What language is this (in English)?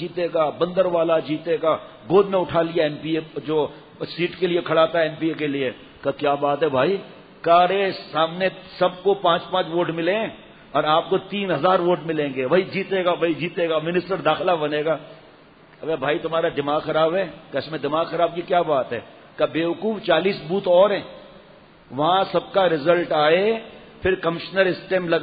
Urdu